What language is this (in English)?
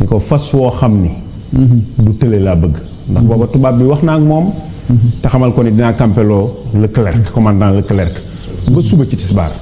Wolof